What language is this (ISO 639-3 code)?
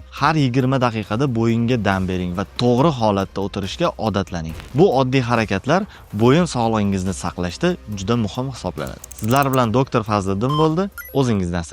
uzb